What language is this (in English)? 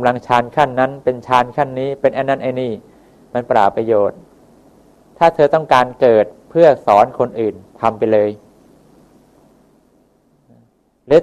Thai